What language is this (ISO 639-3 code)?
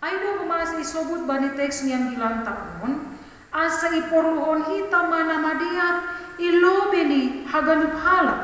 bts